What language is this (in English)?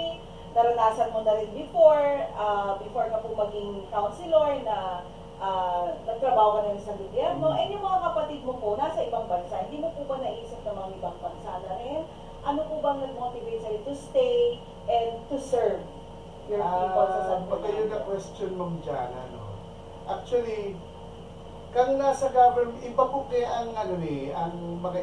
Bikol